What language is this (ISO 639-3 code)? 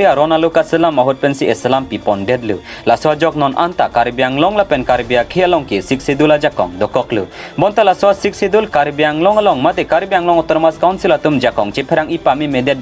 mjw